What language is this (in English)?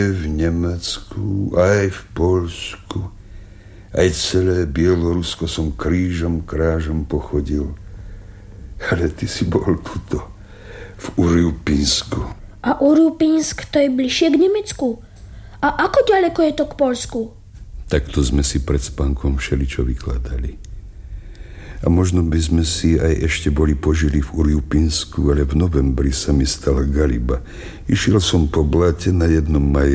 Slovak